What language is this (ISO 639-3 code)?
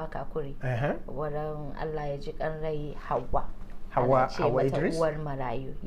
hau